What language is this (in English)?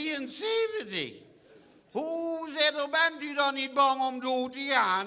Limburgish